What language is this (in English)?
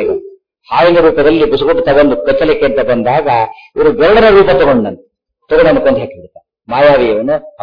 Kannada